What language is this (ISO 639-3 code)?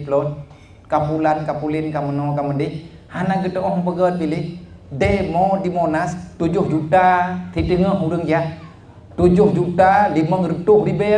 ace